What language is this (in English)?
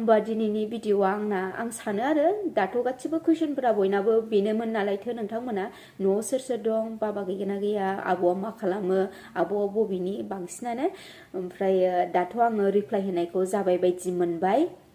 Bodo